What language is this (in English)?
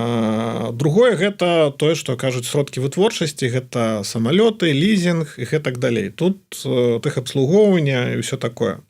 Belarusian